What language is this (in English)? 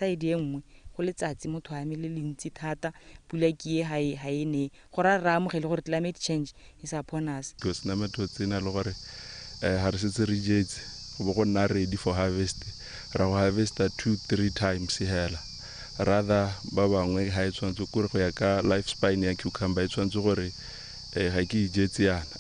Tswana